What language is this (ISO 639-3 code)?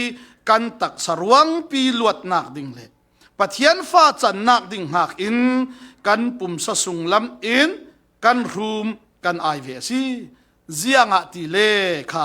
cfm